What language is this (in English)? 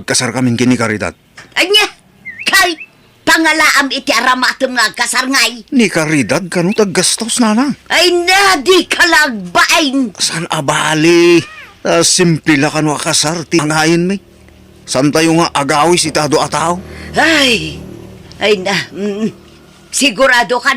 Iloko